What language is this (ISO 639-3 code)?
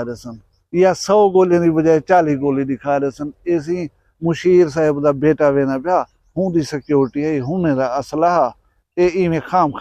skr